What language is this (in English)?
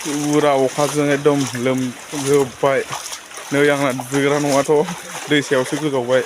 Bodo